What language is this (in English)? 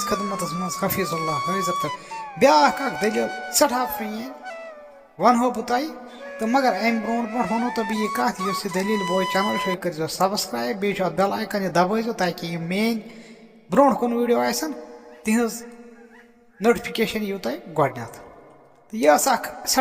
Kashmiri